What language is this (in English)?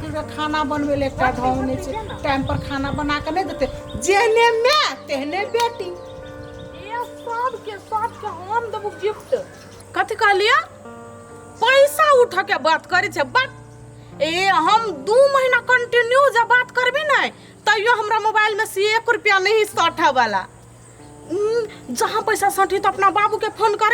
Maithili